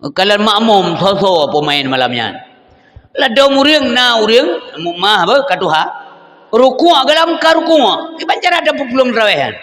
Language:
Achinese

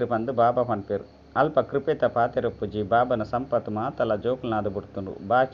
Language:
Tulu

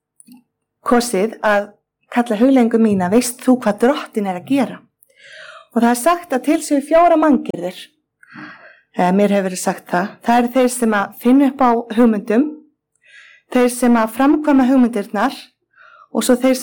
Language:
Icelandic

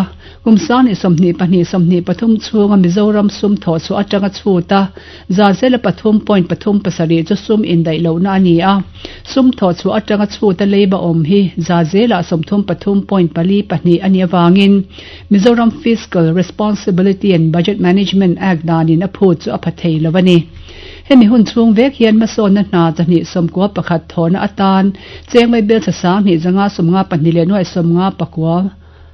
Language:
Mizo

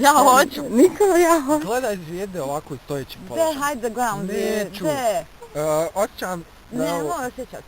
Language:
Bosnian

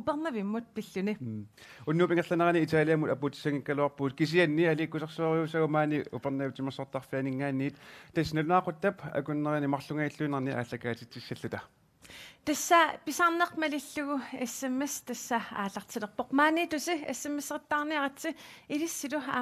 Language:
Kalaallisut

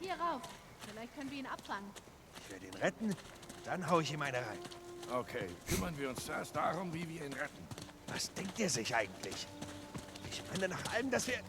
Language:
Swiss German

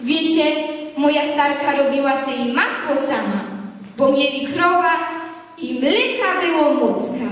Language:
Silesian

